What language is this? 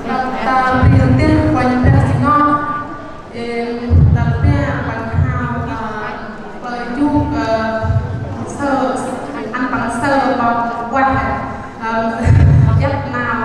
Central Mnong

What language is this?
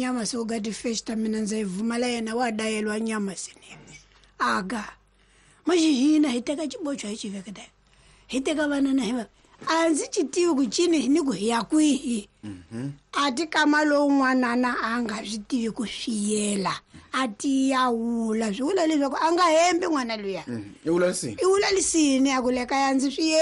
Tsonga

